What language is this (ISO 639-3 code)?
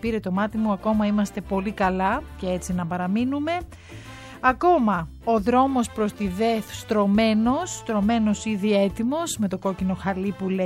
ell